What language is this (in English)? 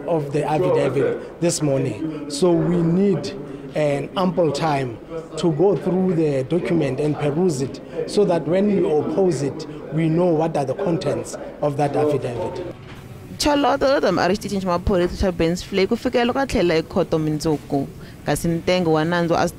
Tsonga